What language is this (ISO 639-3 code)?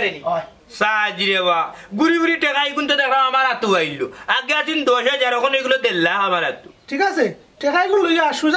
syl